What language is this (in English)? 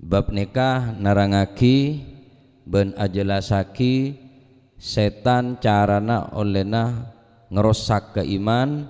Madurese